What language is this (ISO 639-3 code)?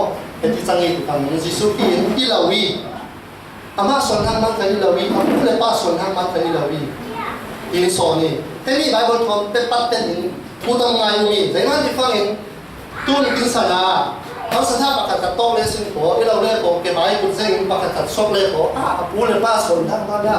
cfm